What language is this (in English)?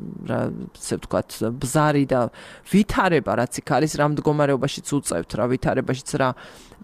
Georgian